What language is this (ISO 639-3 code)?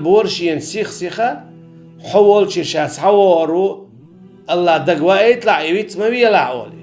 che